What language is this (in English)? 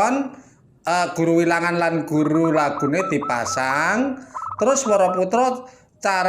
Javanese